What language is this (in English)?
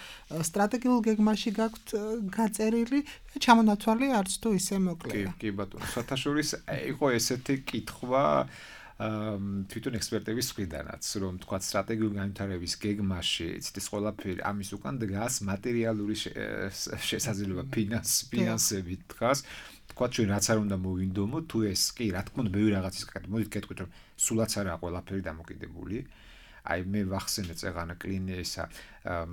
Georgian